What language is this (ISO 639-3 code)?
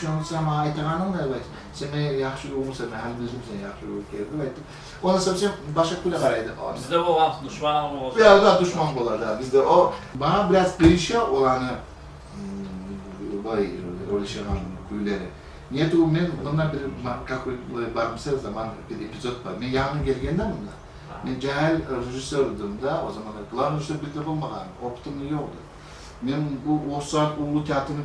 kum